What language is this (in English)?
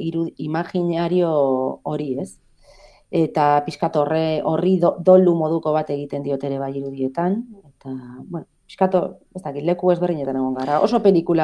Basque